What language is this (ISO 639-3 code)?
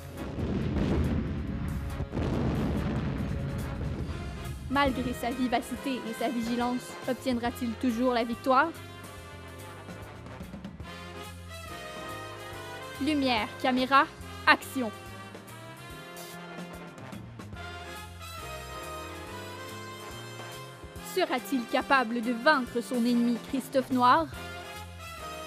fra